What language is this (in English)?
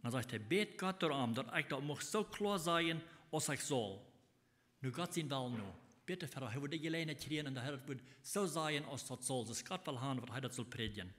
Plautdietsch